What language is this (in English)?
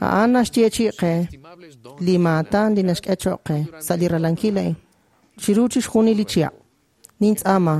Kekchí